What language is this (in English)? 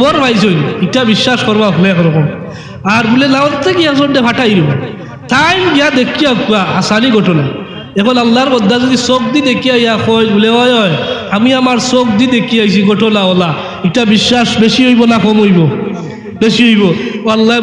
Sylheti